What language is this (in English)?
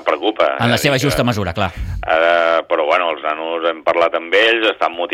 Catalan